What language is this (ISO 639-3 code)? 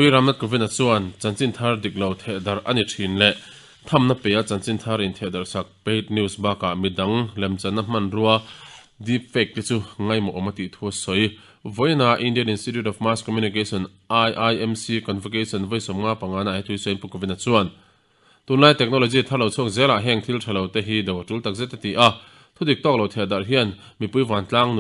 lus